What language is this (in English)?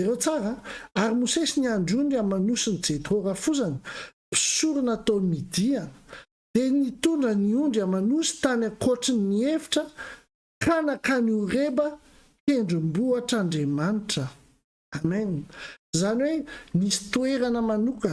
Malagasy